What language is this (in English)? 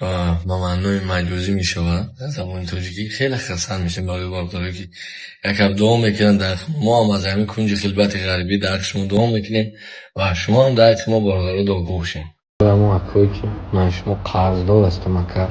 Tajik